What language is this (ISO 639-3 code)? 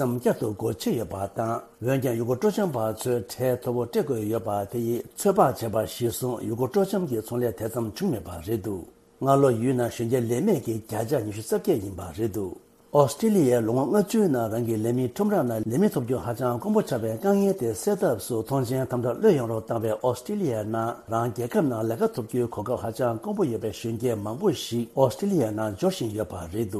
bod